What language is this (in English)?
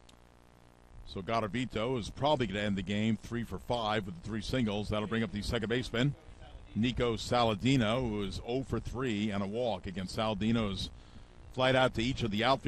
English